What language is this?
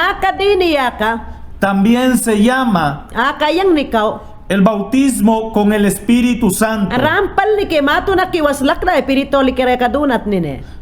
Mayangna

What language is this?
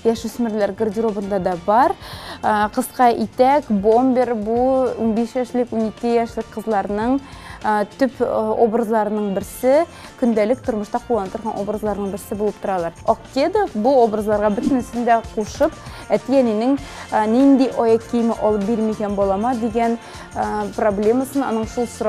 Tatar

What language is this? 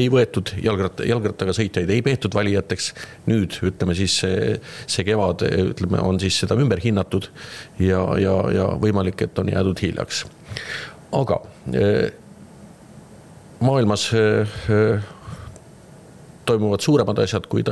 Estonian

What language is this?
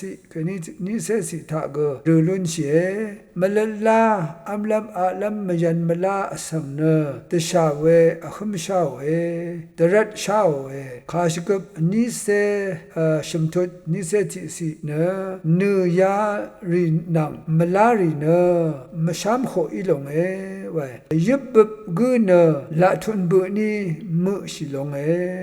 Rawang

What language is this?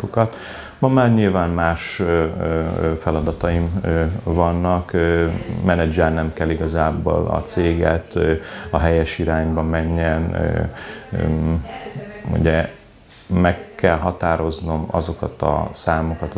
Hungarian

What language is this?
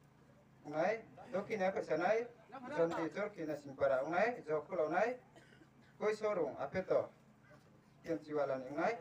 Riang (India)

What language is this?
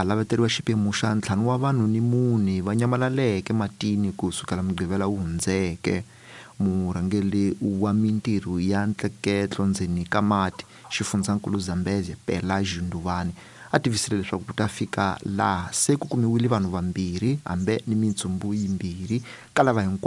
Tsonga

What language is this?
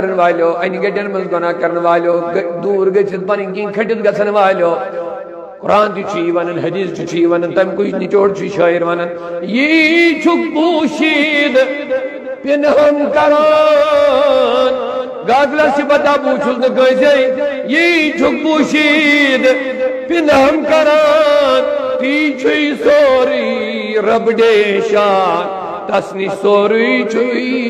Kashmiri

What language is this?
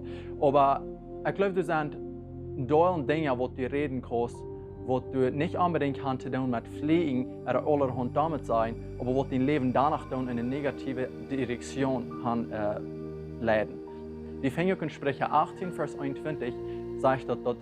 Plautdietsch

